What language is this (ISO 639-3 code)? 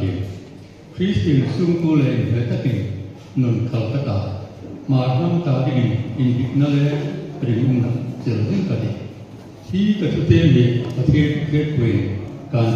hmr